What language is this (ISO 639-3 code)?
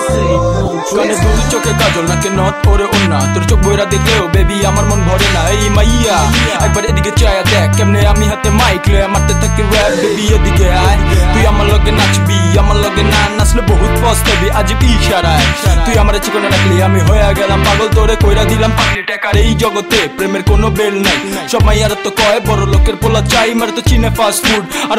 ben